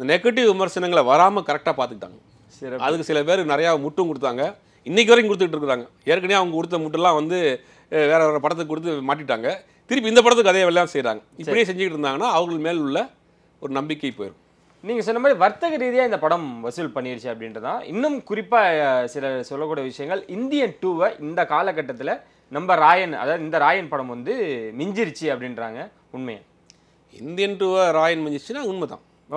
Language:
Tamil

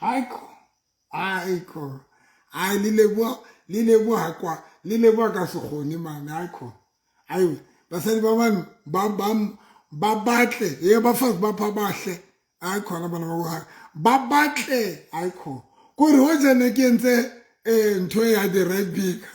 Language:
Southern Sotho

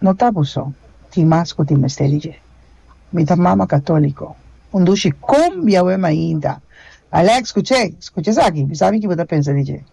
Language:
Papiamento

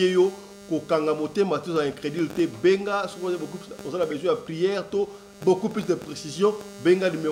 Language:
Lingala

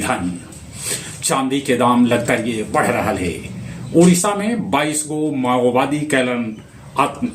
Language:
Magahi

